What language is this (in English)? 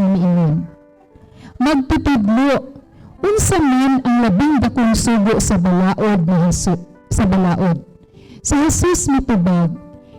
Cebuano